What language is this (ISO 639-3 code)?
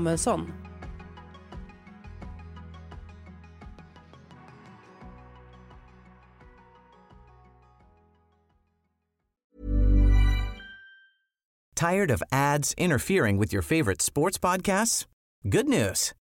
swe